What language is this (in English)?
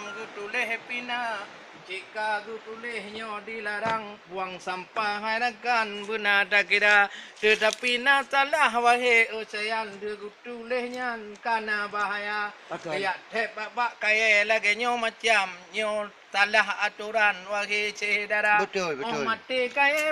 Achinese